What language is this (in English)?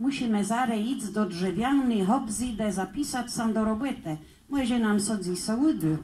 Kashubian